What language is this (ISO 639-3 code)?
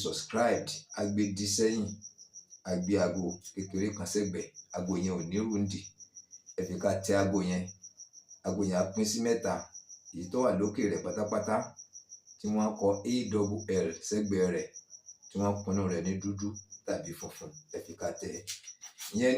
yor